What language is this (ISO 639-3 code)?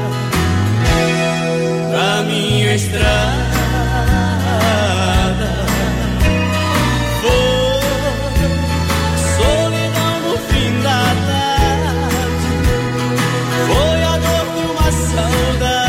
por